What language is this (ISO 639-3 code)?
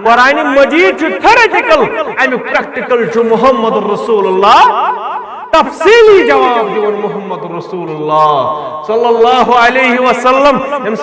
kas